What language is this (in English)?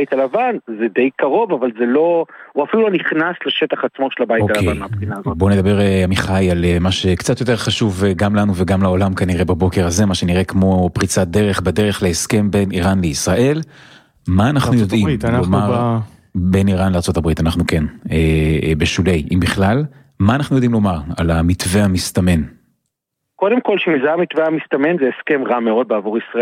Hebrew